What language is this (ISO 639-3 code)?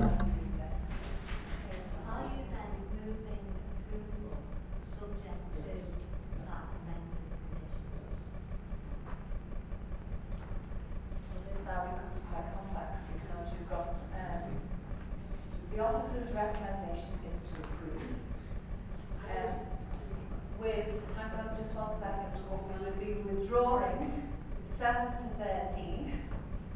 eng